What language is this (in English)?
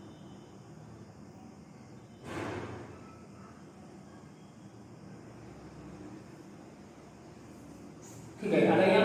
Marathi